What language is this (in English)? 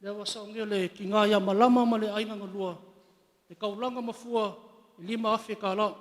Samoan